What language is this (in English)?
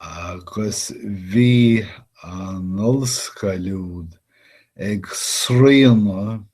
Irish